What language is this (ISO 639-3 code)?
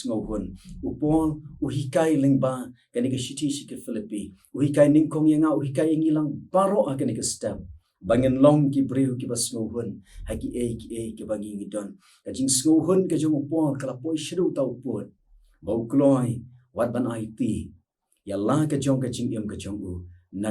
kha